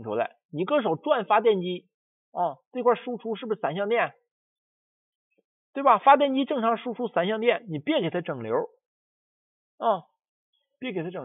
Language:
Chinese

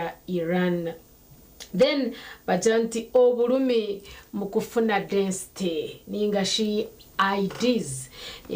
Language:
Nyankole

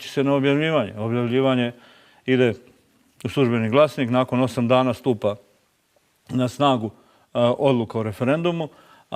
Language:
Bosnian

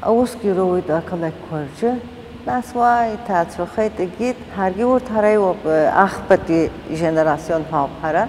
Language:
Abkhazian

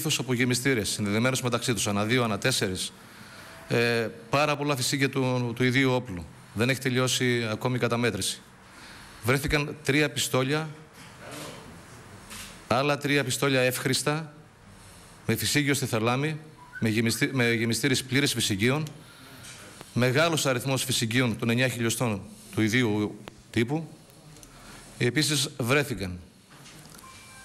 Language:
Greek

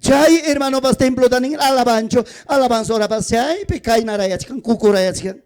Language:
Ayacucho Quechua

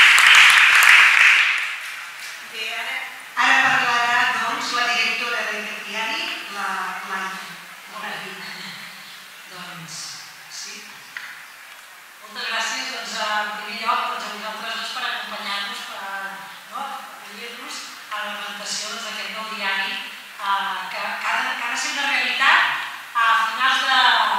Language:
Catalan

